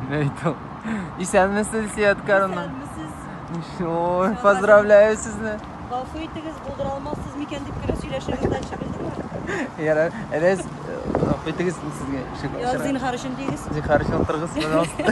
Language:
Tatar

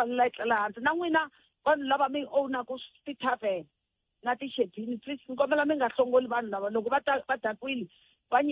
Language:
Tsonga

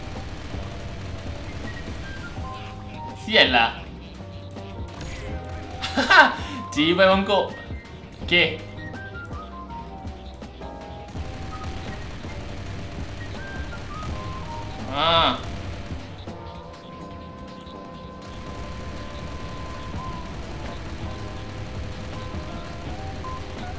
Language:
Malay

